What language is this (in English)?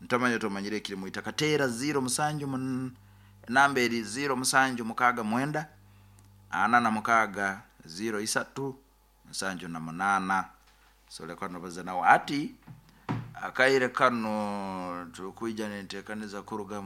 Nyankole